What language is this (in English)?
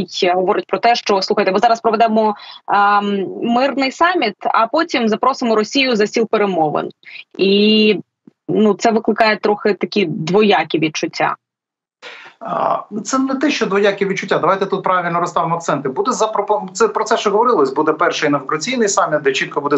Ukrainian